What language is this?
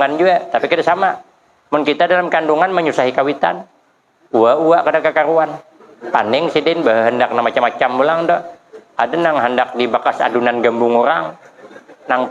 Banjar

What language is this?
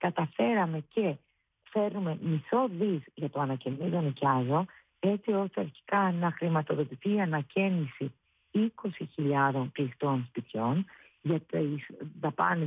Greek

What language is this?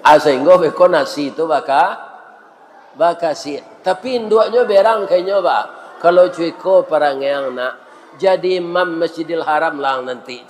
Minangkabau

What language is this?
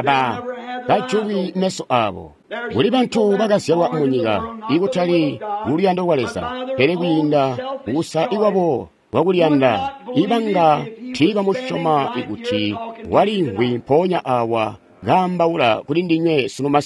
Tonga (Zambia)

